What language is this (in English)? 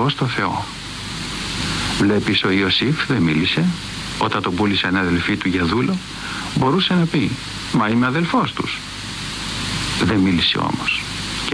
Greek